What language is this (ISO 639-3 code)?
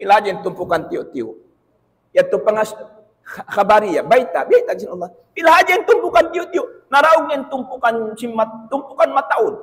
tsg